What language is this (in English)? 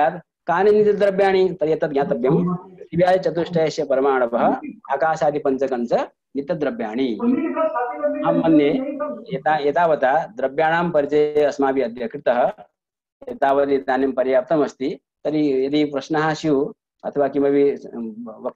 Sanskrit